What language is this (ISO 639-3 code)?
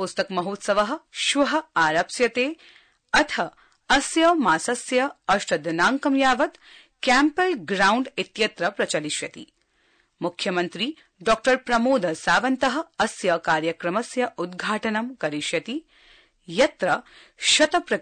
san